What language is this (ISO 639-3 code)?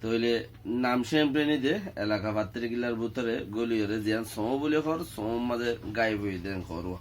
rhg